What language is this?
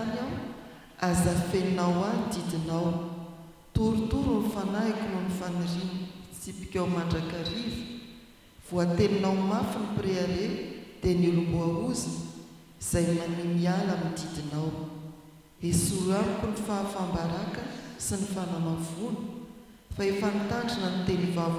Malagasy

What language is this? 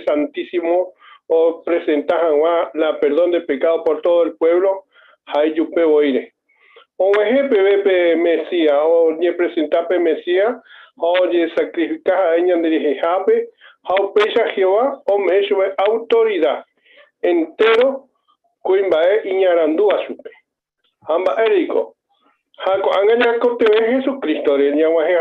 Guarani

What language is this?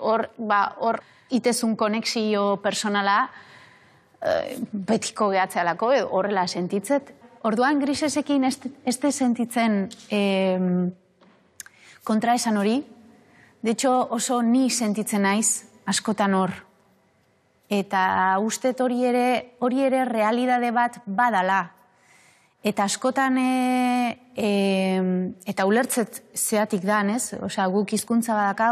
Basque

